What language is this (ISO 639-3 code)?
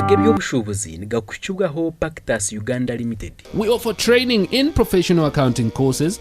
nyn